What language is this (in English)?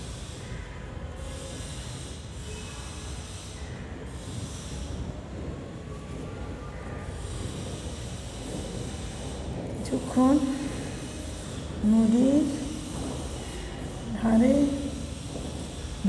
Bangla